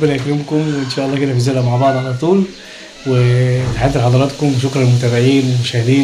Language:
Egyptian Arabic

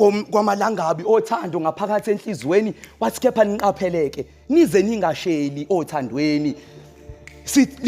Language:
Zulu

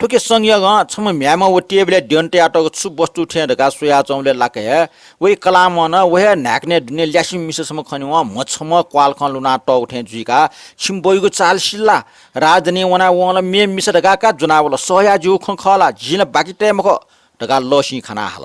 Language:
Newari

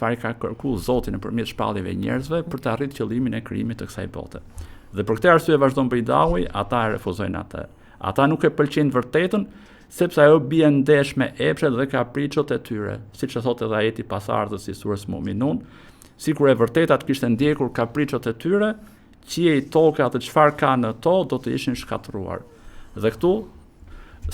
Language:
Albanian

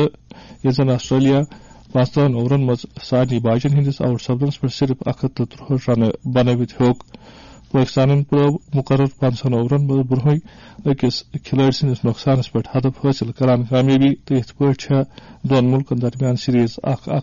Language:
Kashmiri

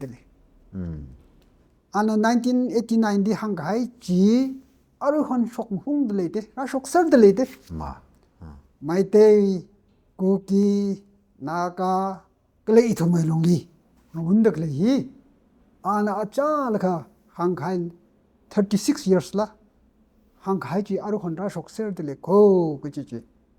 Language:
Tangkhul Naga (India)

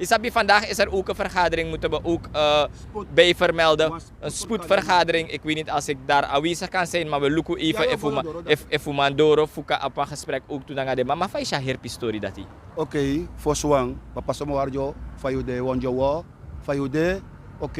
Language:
Sranan Tongo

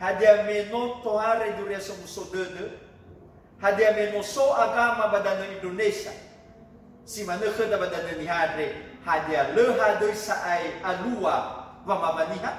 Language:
Nias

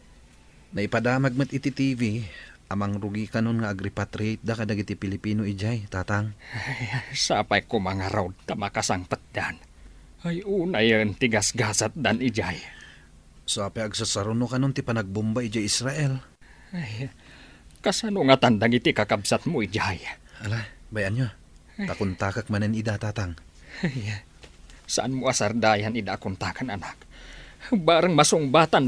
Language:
Iloko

